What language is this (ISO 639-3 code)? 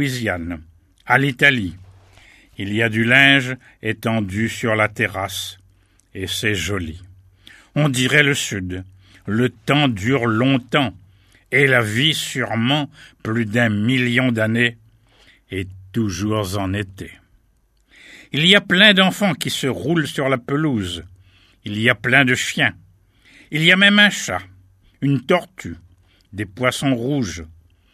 fra